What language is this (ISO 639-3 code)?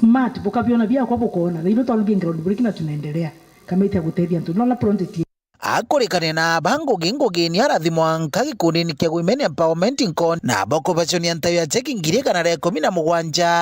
mer